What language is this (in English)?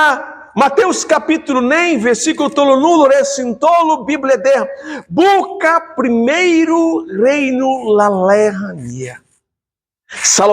Tetum